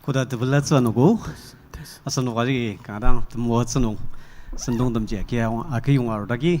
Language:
Ao Naga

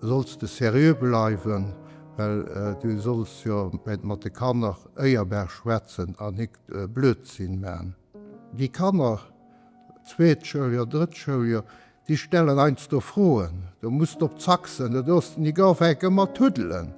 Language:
Luxembourgish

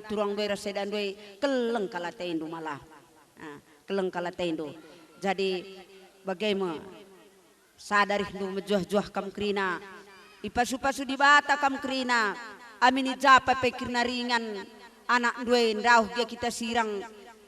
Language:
Batak Karo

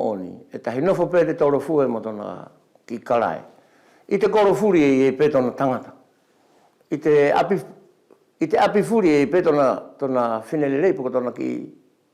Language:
Wallisian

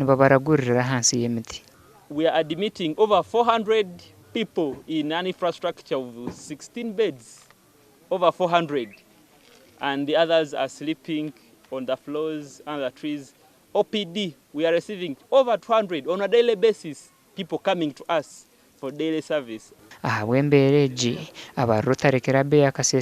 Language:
Nyankole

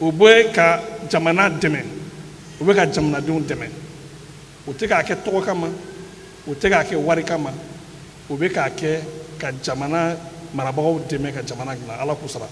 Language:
Bambara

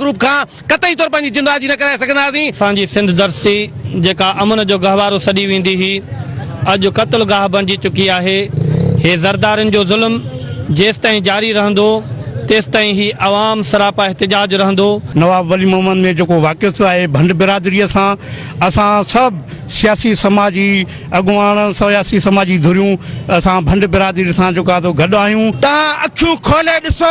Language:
Sindhi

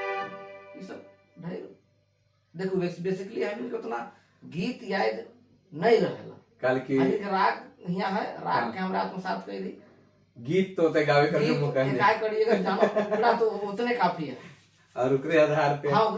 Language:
Sadri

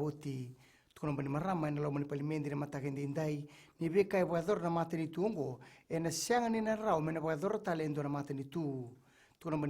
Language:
Fijian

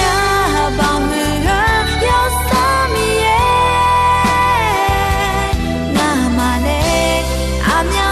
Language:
Akha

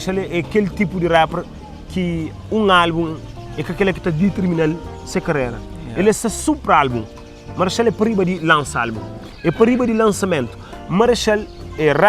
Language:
Kabuverdianu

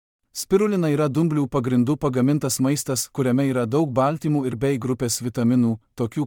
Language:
Lithuanian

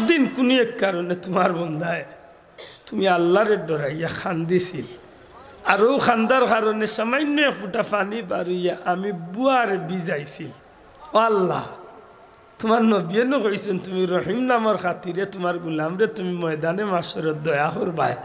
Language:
Sylheti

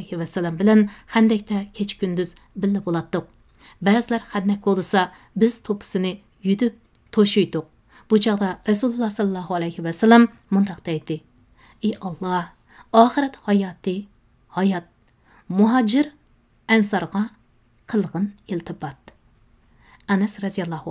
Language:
Uyghur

